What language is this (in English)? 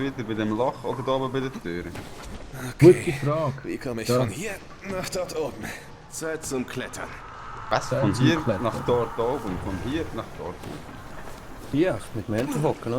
Swiss German